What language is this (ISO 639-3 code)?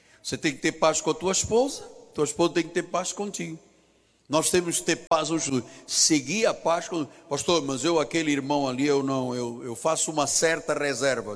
por